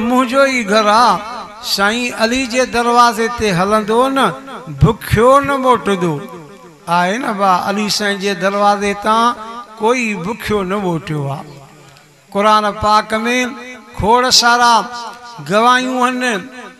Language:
Sindhi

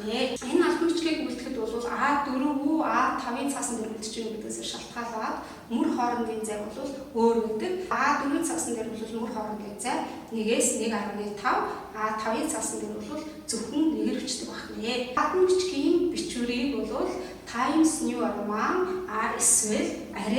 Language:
Mongolian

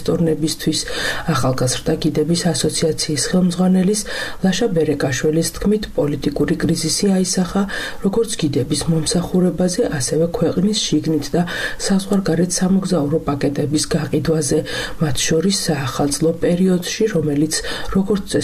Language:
Georgian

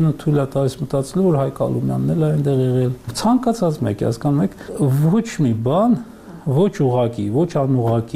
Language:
Armenian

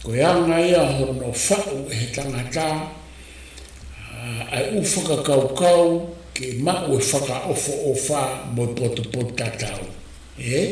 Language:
Tongan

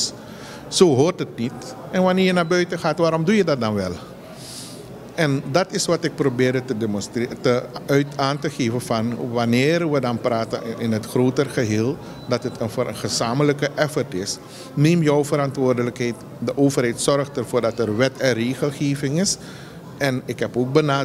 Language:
Dutch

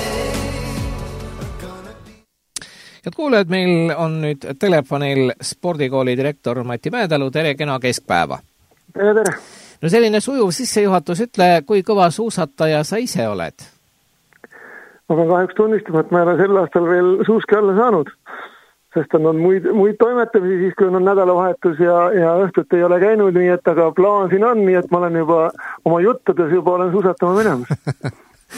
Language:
Estonian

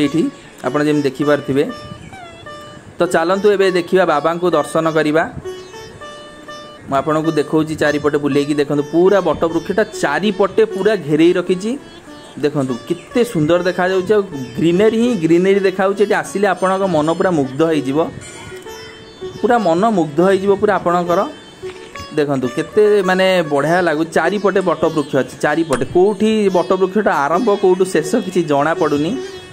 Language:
Odia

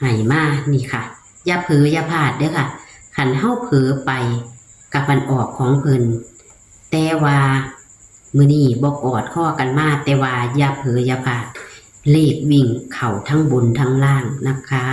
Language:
Northeastern Thai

